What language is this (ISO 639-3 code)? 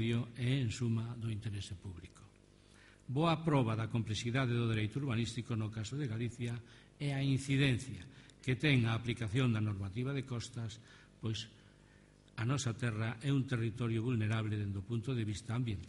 glg